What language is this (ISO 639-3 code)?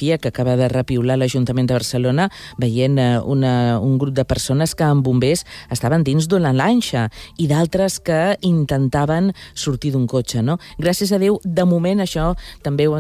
cat